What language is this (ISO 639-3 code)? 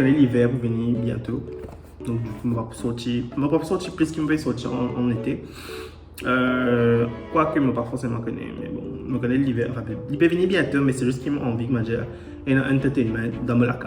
mfe